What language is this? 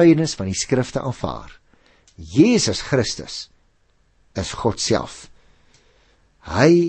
Afrikaans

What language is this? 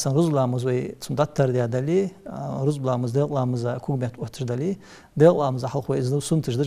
Ingush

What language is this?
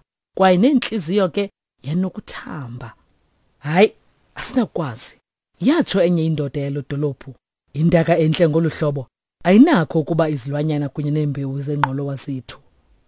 Xhosa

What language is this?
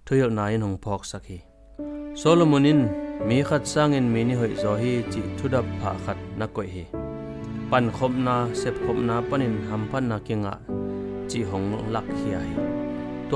Tedim Chin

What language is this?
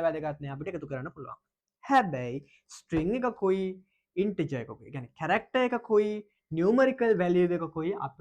Sinhala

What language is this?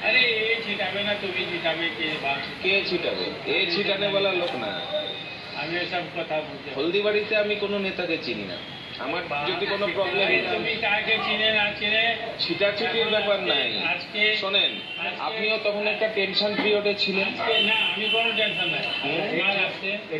Bangla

